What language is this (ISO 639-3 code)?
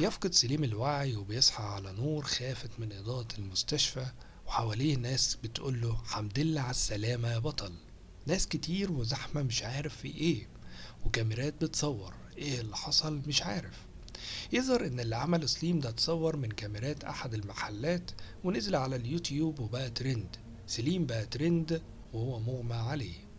arz